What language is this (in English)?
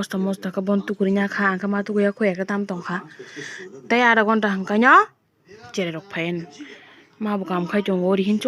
Kok Borok